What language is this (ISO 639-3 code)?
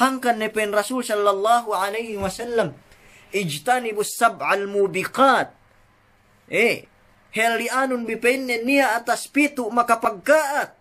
yka